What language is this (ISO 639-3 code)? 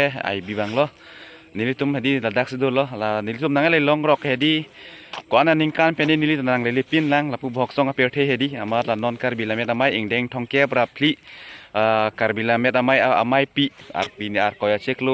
mjw